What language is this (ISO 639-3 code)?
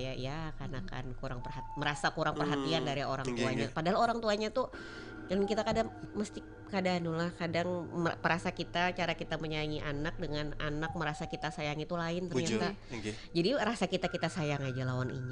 bjn